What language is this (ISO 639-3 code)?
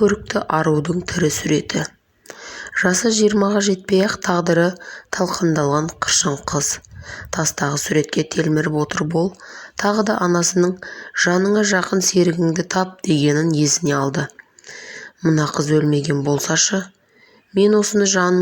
kaz